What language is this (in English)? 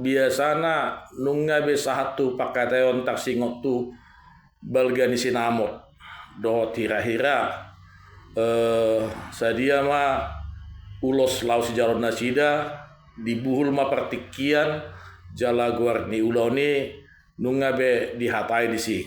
Batak Toba